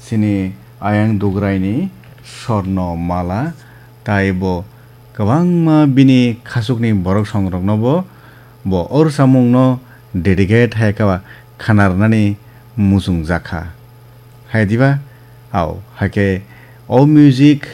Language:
Kok Borok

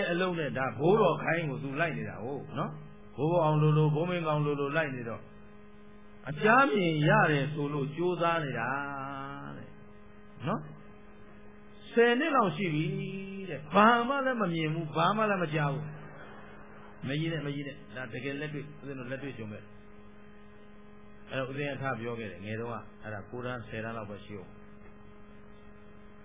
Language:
Burmese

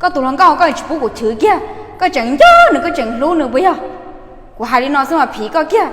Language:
Hmong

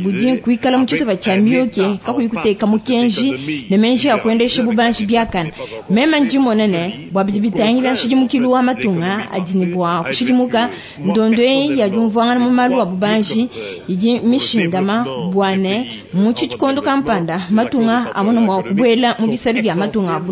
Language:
Luba-Lulua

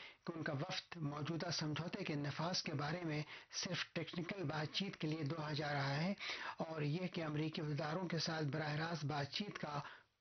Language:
Urdu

